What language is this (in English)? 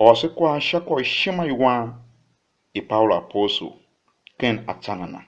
Tiv